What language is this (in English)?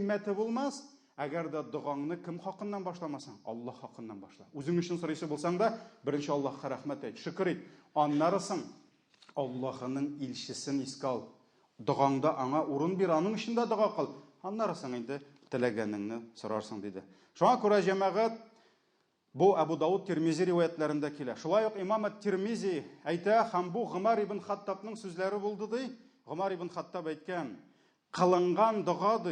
Tatar